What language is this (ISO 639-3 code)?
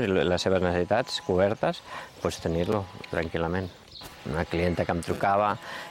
cat